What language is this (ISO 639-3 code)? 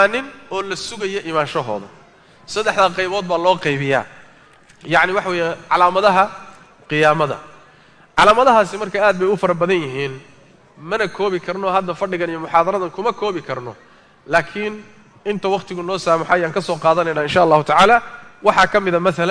som